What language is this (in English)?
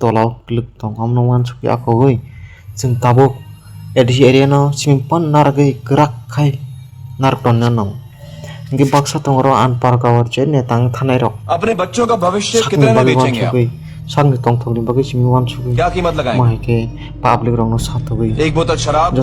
Kok Borok